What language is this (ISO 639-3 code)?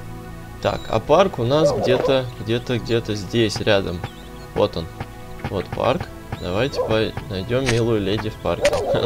rus